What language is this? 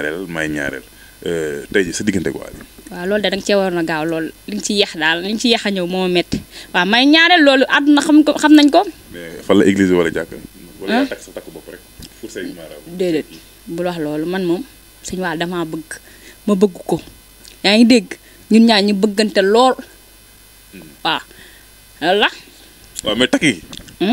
Wolof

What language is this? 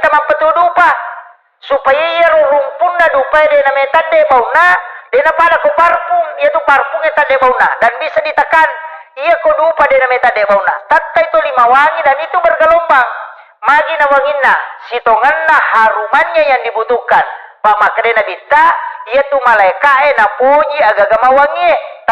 Buginese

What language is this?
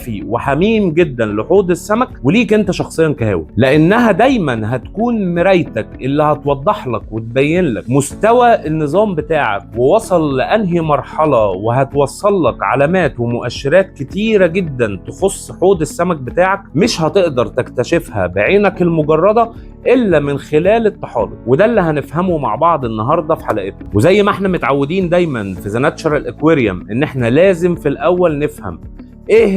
Egyptian Arabic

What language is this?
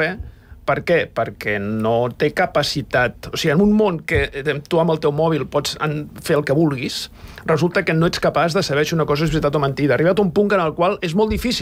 Catalan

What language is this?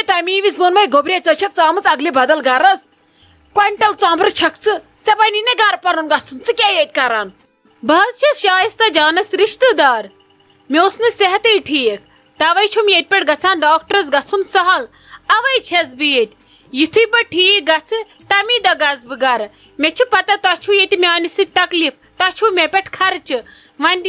Kashmiri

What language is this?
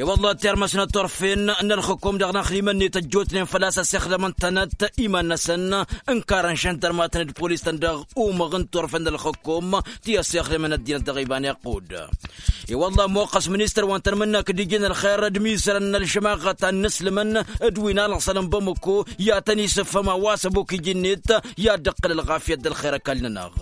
Tamasheq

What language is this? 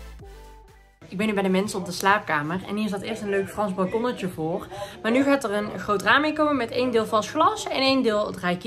Dutch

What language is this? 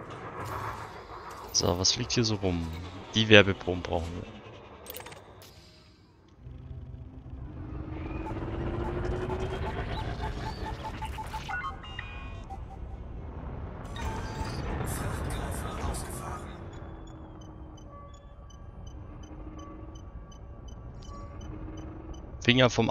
German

